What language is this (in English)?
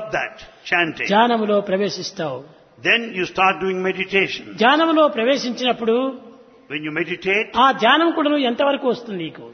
Telugu